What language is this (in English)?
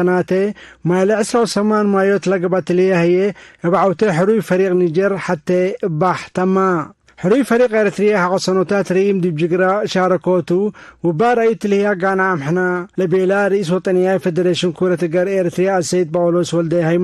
Tigre